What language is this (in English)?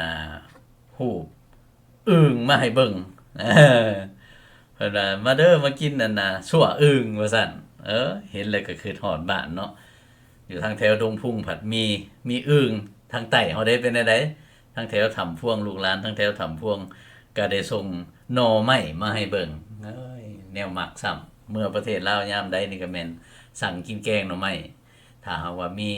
Lao